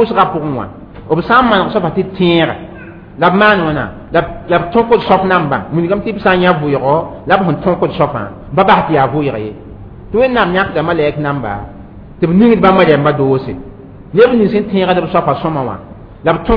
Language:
Mossi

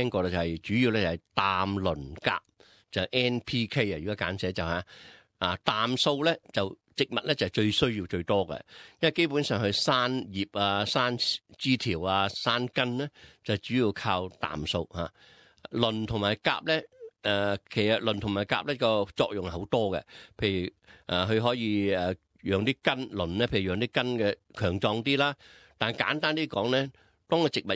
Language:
Cantonese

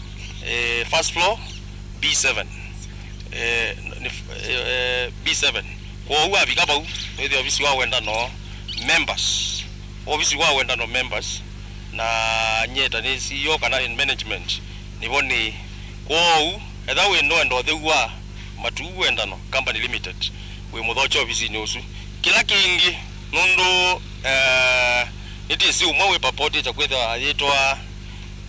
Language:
Kamba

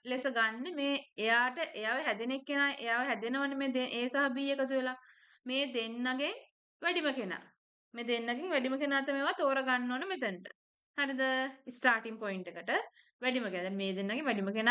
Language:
Sinhala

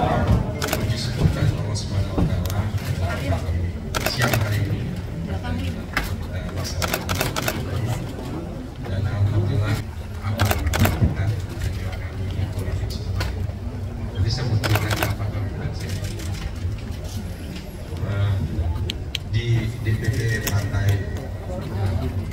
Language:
Indonesian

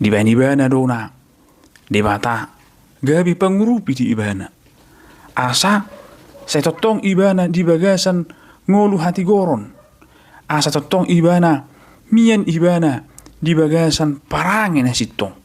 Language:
Batak Toba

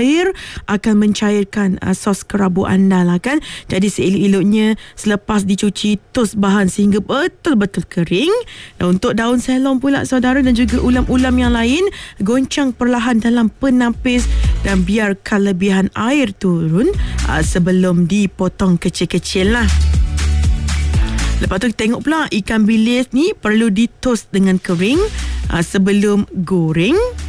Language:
Malay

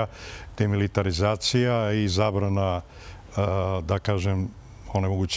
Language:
Serbian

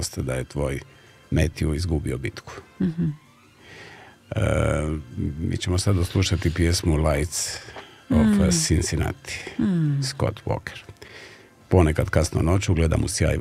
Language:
Croatian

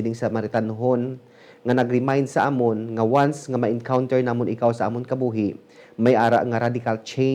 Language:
Hiligaynon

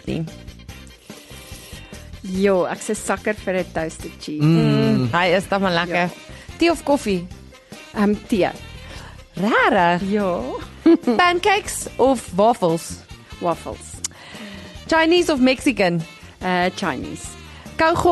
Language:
Afrikaans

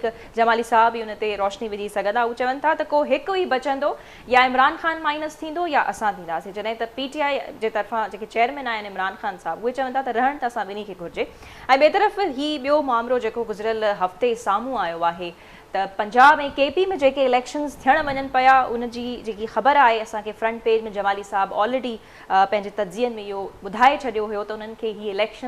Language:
Sindhi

